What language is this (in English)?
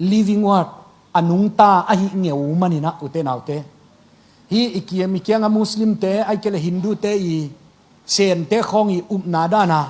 Tedim Chin